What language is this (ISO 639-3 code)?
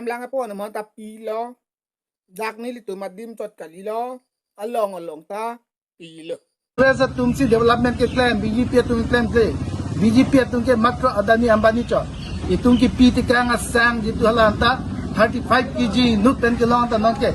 mjw